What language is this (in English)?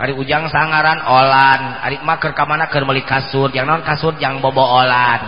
Sundanese